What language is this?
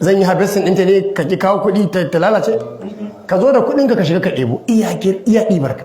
Hausa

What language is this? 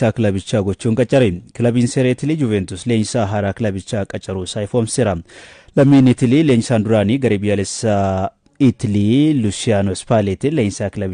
Oromo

